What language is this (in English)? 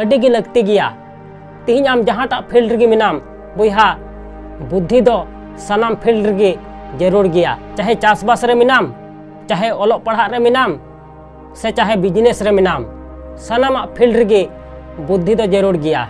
Santali